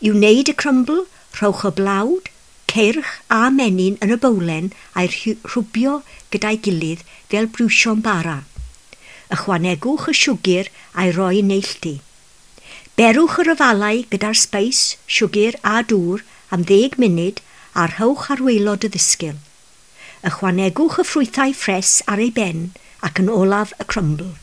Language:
Welsh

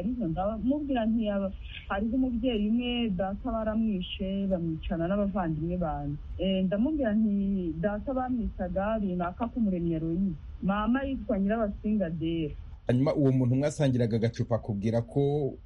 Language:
Kinyarwanda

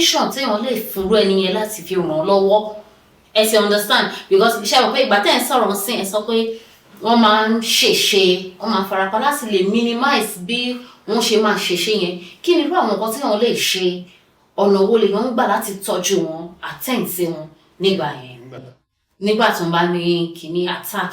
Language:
Yoruba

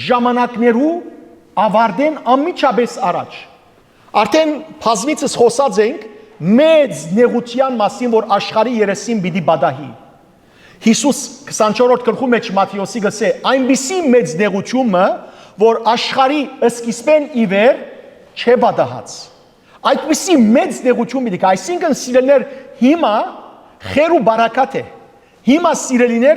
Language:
Western Armenian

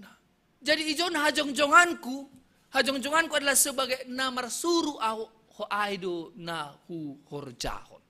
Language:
Batak Simalungun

